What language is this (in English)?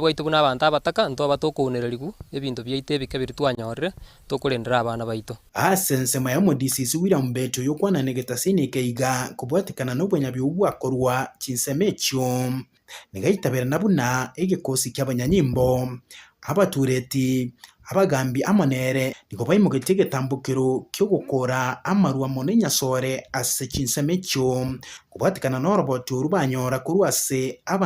Gusii